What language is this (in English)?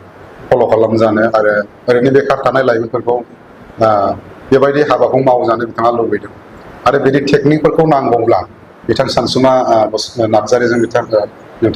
Bodo